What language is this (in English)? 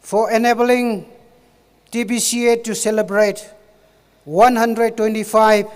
Tangkhul Naga (India)